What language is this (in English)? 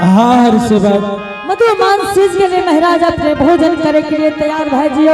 Angika